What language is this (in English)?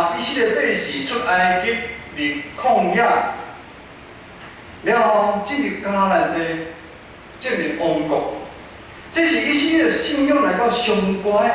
Min Nan Chinese